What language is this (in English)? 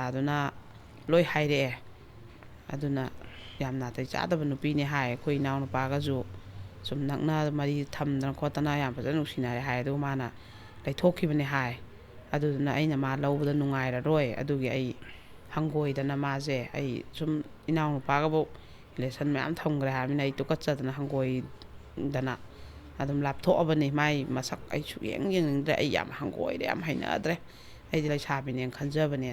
Manipuri